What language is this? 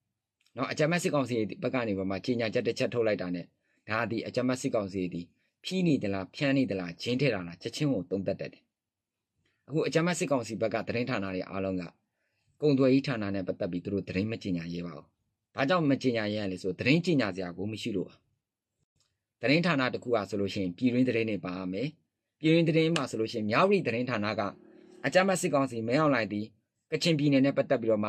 Burmese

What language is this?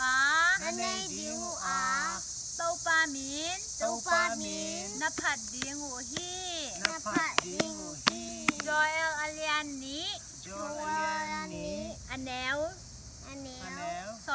Tedim Chin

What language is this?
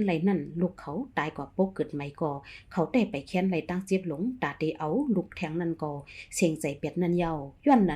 Shan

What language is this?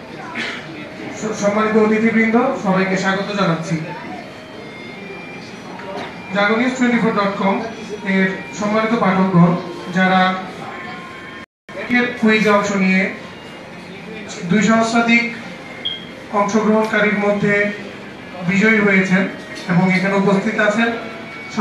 Bangla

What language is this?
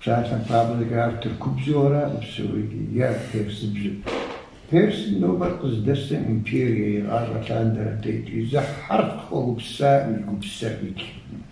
Kabardian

